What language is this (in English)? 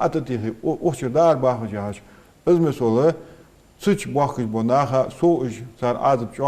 Ingush